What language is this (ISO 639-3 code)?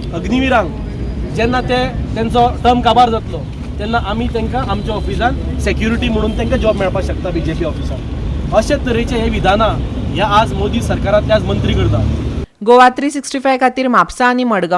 kok